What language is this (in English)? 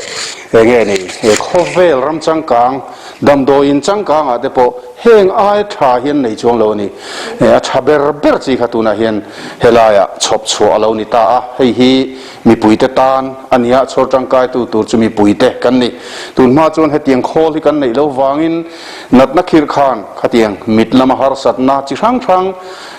Mizo